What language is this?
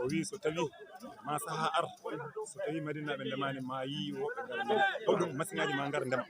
Fula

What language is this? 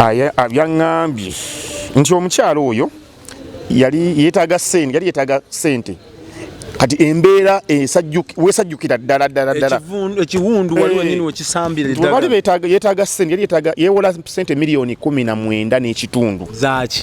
Ganda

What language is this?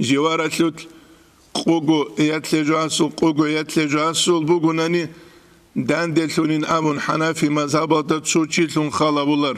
Avaric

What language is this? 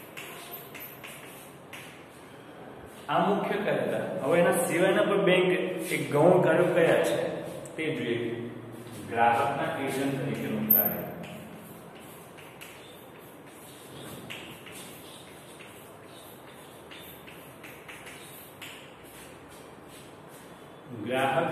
Gujarati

